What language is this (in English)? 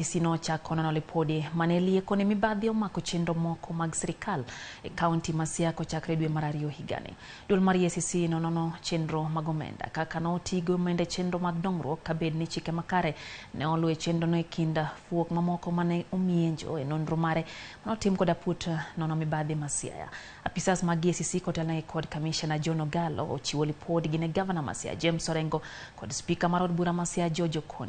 Luo (Kenya and Tanzania)